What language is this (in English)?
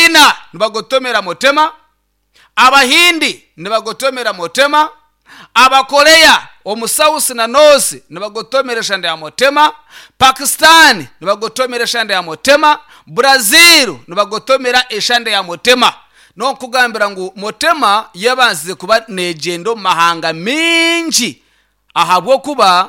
Nyankole